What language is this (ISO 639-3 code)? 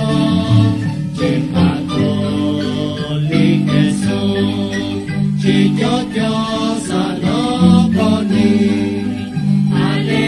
kek